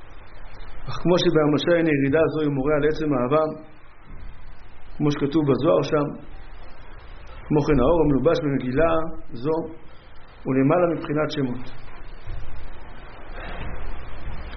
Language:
Hebrew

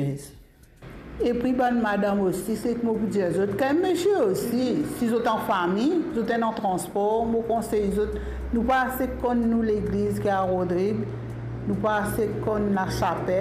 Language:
Morisyen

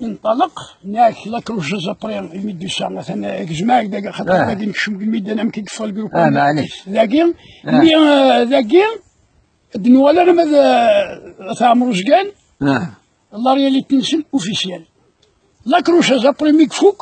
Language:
Kabyle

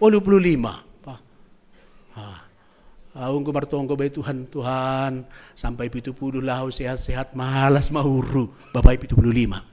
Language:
Batak Simalungun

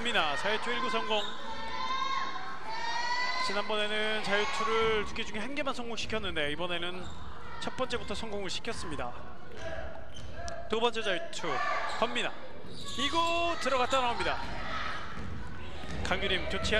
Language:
Korean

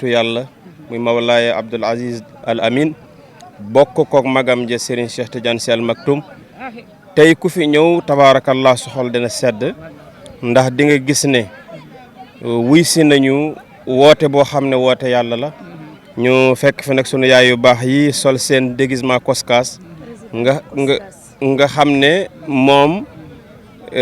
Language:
Wolof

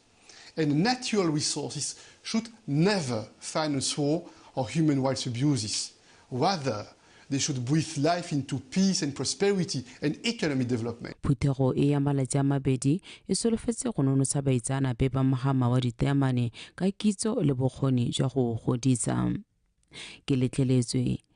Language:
Tswana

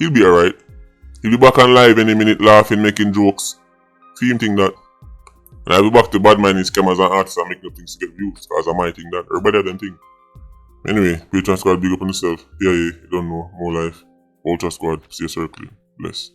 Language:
Jamaican Creole English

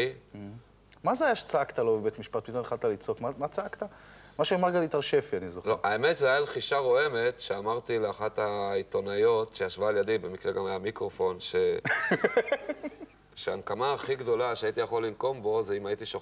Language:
Hebrew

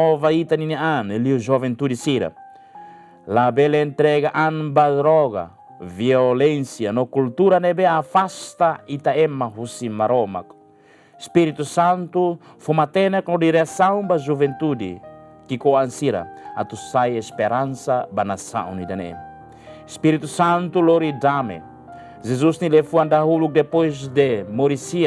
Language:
Tetum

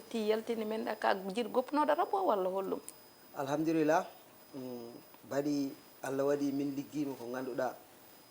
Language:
Fula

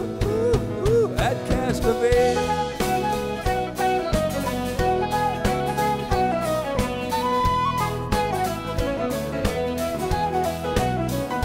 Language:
Danish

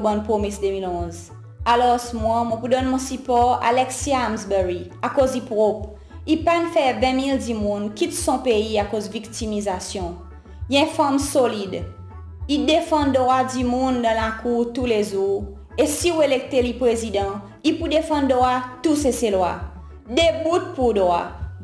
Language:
Seselwa Creole French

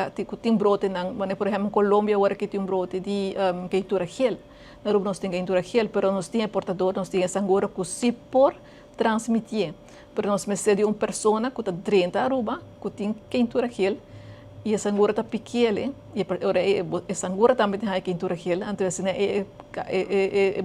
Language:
Papiamento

